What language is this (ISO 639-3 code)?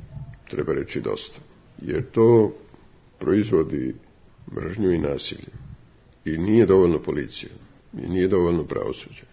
hrv